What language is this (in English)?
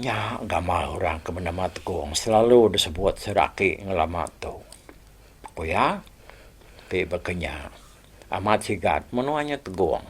Iban